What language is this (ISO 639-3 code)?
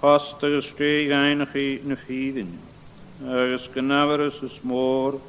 gla